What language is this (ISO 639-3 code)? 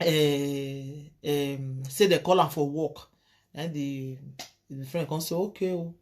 pcm